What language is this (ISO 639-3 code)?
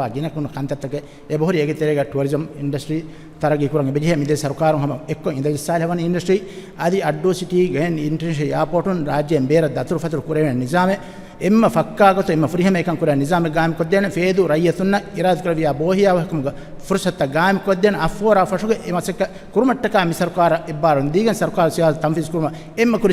div